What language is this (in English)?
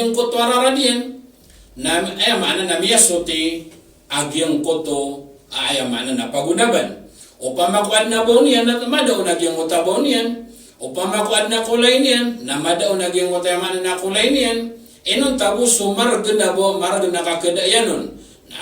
Maranao